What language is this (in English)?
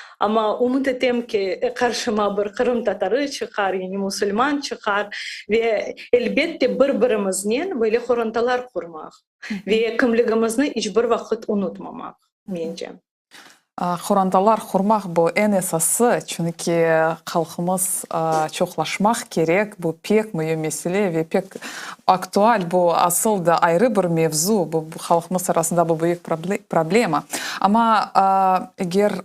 Crimean Tatar